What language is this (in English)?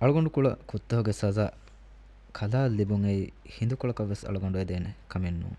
Divehi